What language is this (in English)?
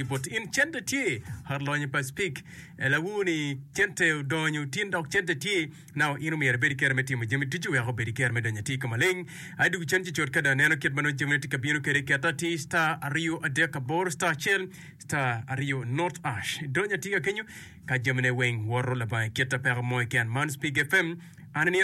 Acoli